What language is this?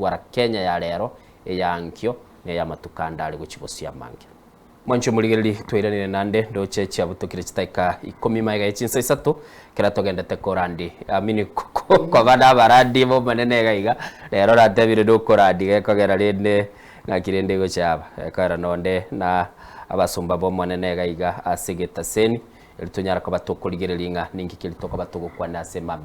Gusii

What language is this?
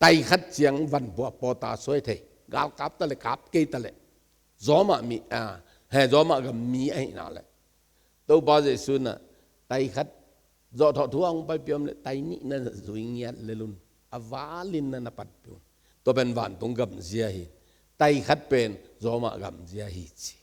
Tedim Chin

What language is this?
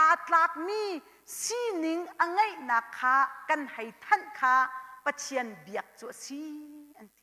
Hakha Chin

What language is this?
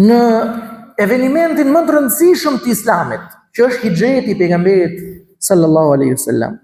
Albanian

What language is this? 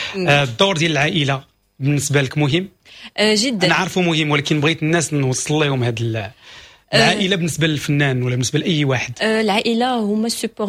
Moroccan Arabic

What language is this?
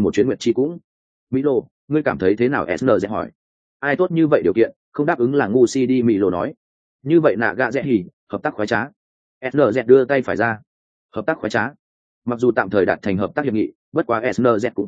Vietnamese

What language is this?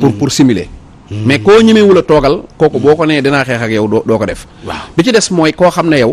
Wolof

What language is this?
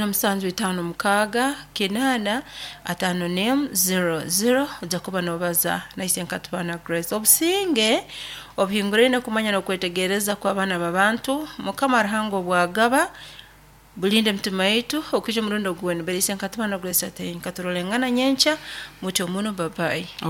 Nyoro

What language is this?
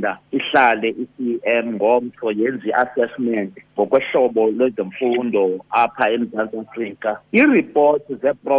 Xhosa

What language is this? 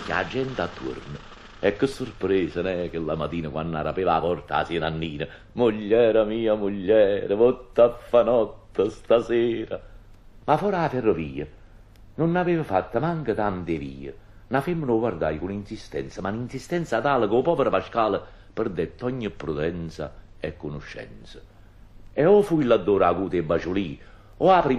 Neapolitan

